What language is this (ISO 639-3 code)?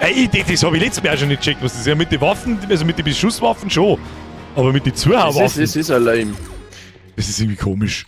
bar